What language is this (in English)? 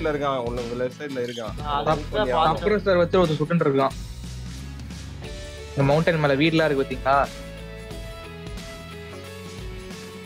Tamil